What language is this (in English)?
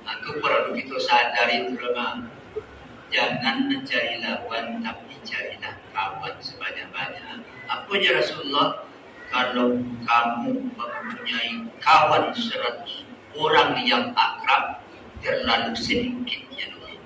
Minangkabau